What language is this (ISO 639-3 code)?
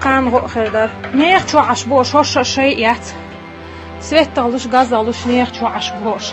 che